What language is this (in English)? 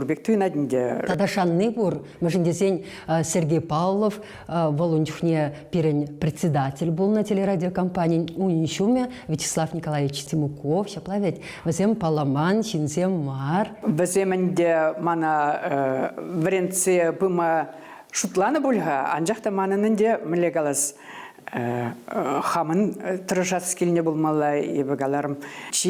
Chuvash